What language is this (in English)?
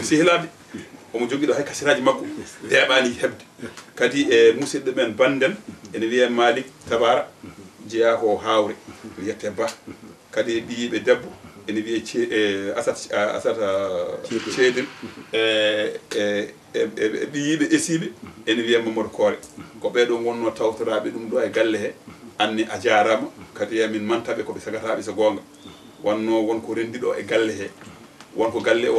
Fula